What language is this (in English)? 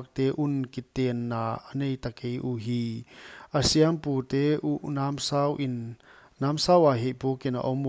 Paite Chin